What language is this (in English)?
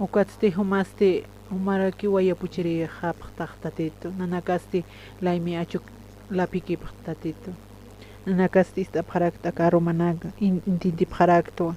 Aymara